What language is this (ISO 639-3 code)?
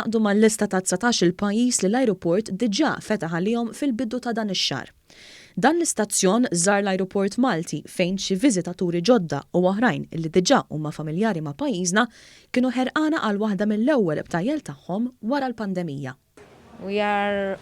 mlt